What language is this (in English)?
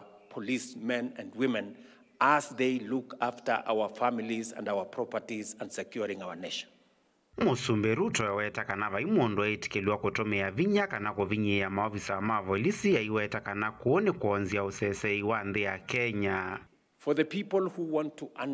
Kamba